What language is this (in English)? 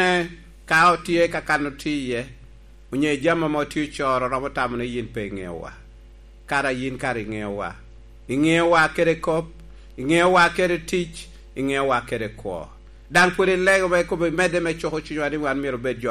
Lango (Uganda)